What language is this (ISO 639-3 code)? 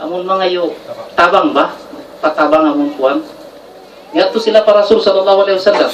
tsg